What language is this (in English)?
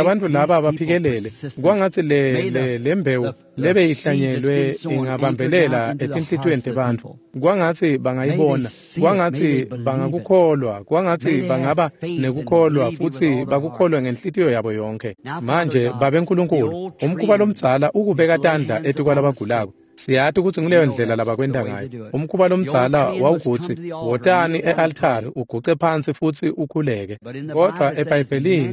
Swati